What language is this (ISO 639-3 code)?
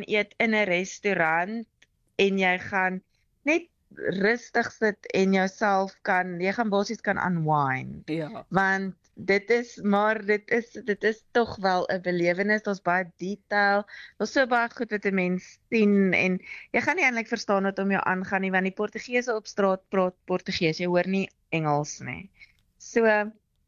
afr